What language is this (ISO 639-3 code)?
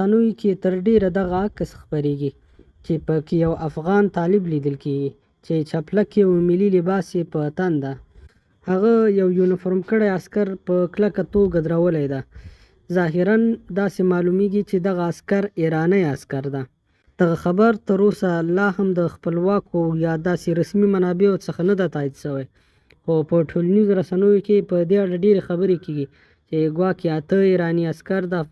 pus